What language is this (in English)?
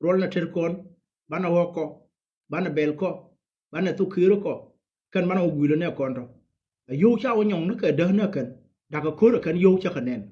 Nuer